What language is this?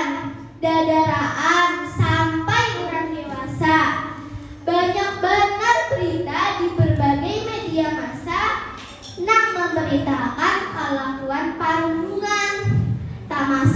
Banjar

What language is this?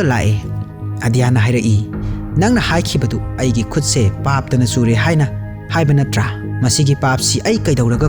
Manipuri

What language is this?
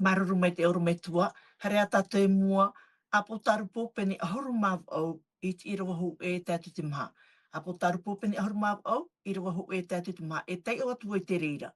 Tahitian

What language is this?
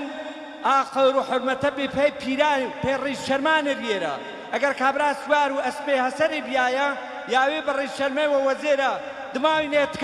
Gurani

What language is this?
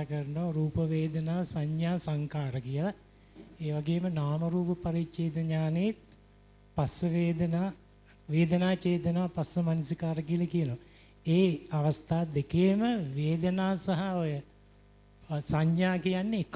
Sinhala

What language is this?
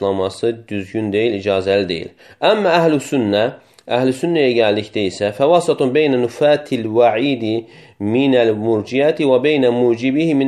Azerbaijani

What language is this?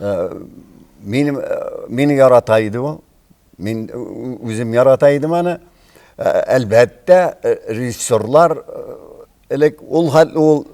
Tatar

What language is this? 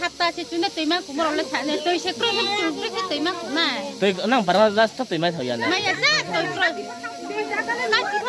Riang (India)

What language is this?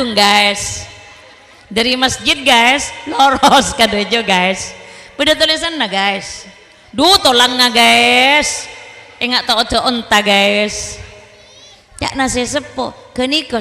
Madurese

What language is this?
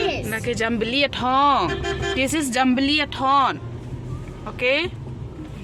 Karbi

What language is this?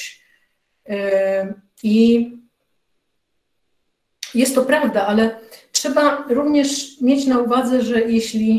Polish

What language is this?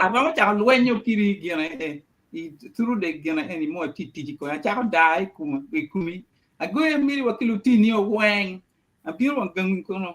Acoli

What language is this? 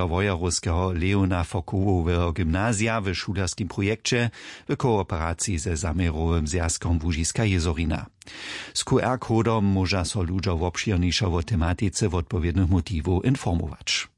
Upper Sorbian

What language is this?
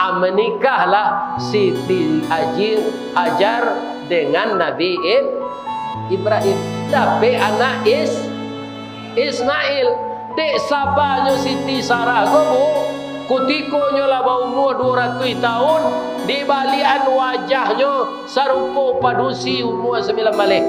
Minangkabau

